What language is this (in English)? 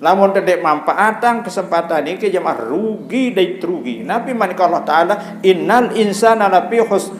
Sasak